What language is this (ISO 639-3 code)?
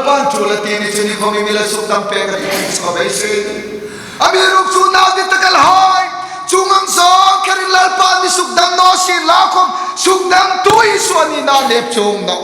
hmr